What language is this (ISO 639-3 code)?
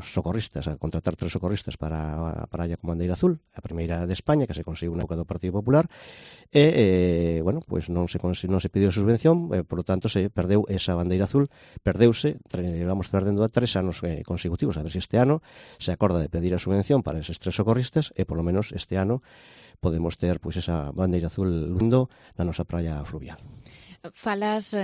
glg